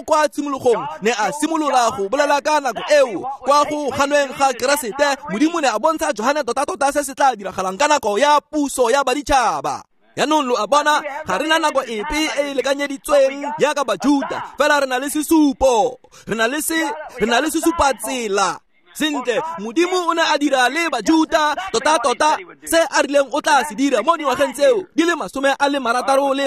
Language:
Tswana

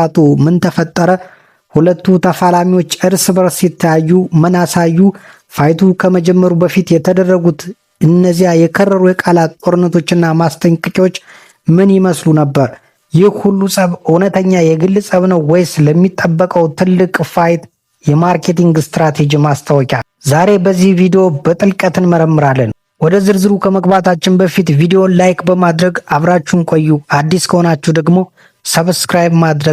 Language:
Amharic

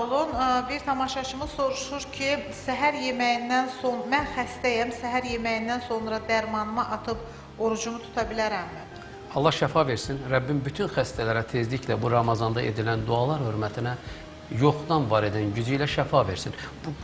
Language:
Azerbaijani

